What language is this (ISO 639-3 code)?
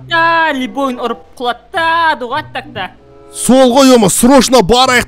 kaz